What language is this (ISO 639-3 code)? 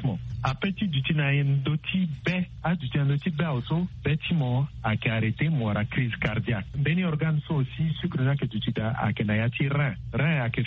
sag